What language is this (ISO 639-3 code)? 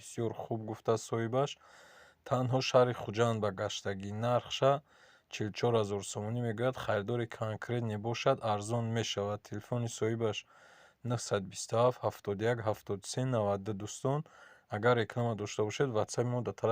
tgk